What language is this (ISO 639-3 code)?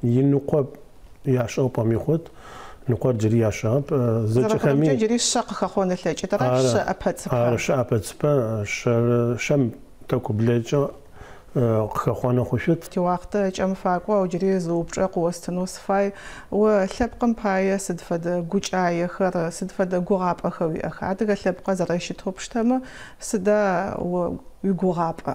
ady